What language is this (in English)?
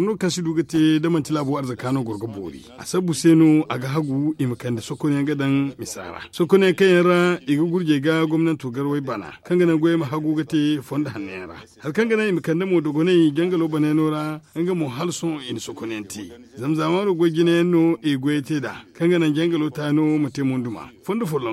Zarma